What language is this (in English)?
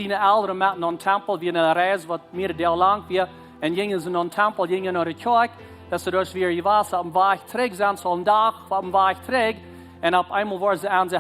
Plautdietsch